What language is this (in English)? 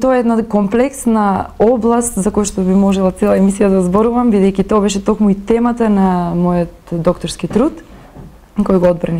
Macedonian